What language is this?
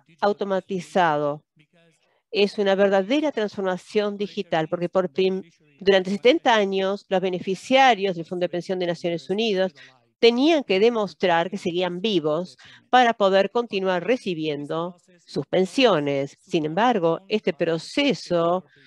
Spanish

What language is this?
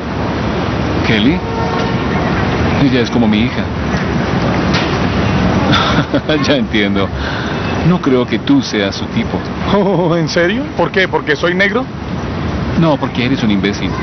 Spanish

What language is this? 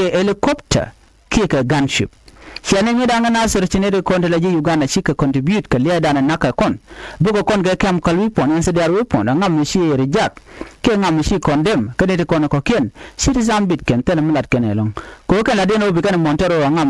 Nuer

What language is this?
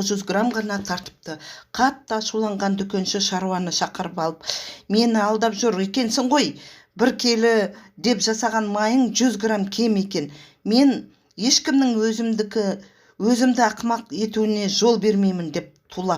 Kazakh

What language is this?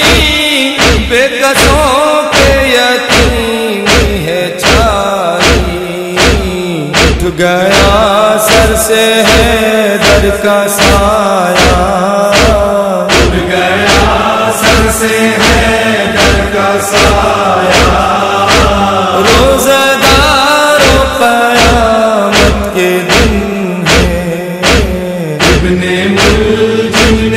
Urdu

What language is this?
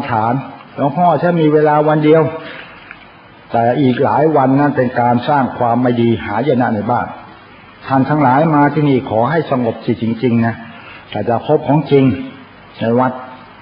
Thai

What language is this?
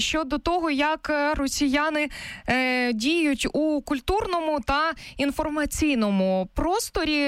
Ukrainian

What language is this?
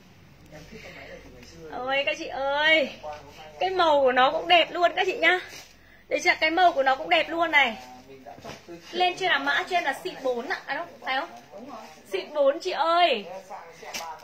Vietnamese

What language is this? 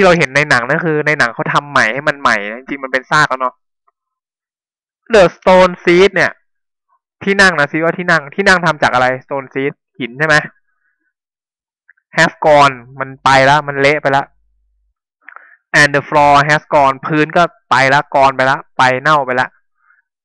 Thai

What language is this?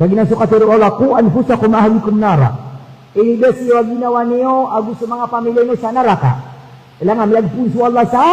Maranao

